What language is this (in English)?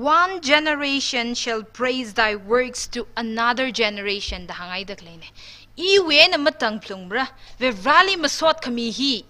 Tangkhul Naga (India)